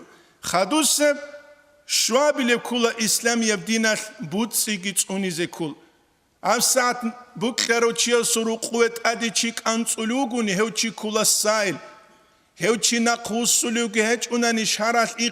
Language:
Avaric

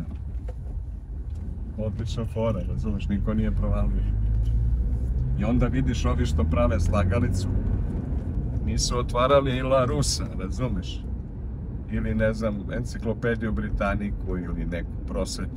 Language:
Serbian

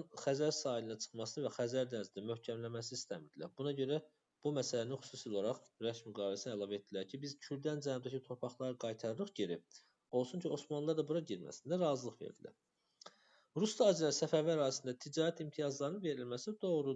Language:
Azerbaijani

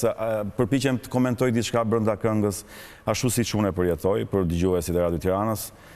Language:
Albanian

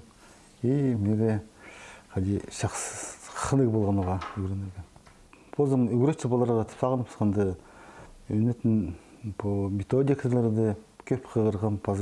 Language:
Khakas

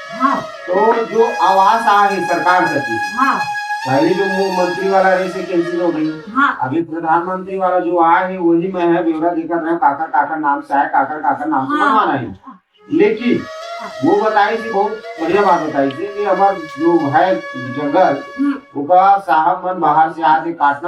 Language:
Chhattisgarhi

